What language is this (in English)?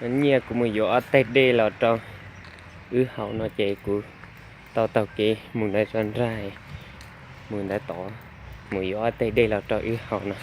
Hmong